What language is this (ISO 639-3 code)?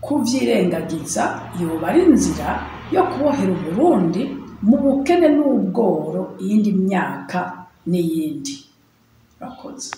run